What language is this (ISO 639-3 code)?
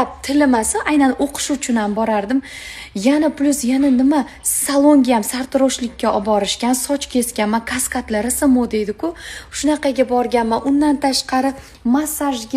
uzb